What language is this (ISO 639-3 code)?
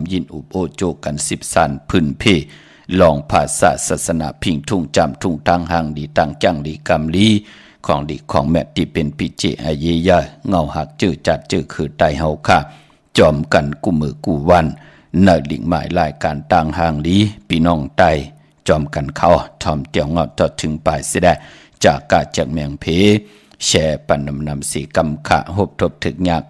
shn